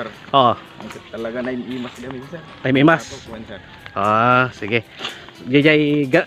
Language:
Iloko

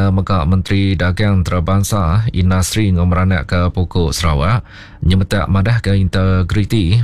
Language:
Iban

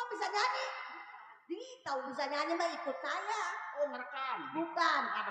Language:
Betawi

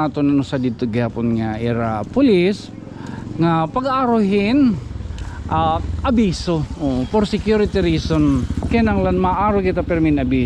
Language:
Waray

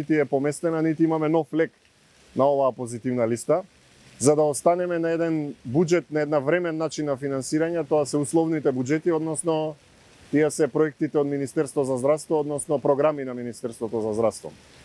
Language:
Macedonian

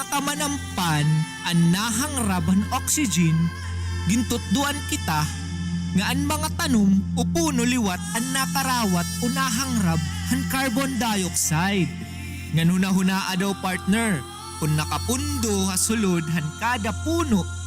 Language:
Waray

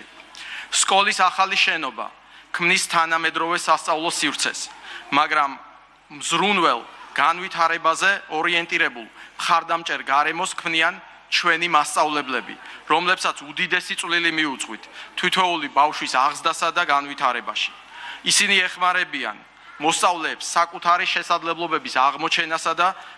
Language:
Georgian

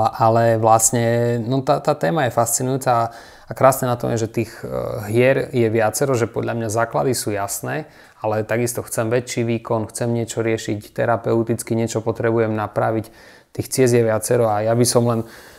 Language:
Slovak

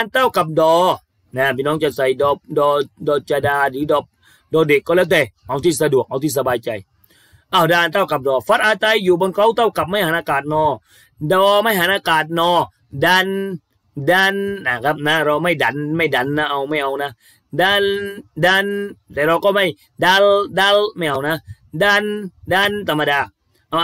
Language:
Thai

